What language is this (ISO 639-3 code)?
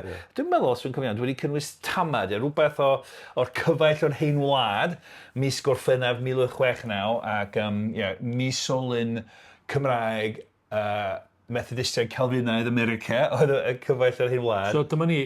cym